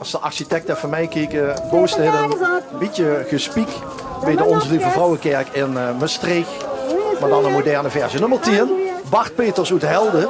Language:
Limburgish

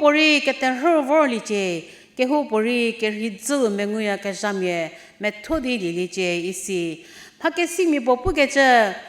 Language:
Angami Naga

